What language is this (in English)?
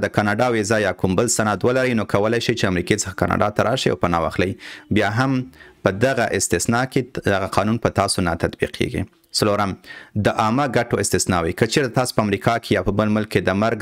Pashto